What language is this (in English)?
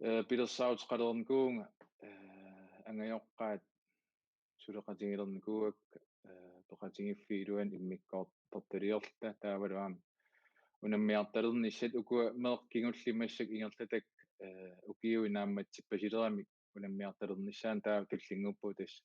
Kalaallisut